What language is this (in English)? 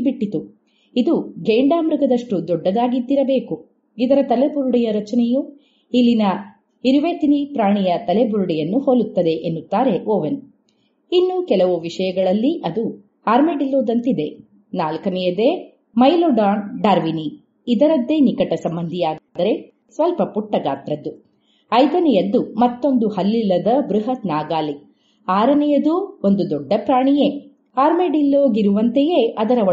Kannada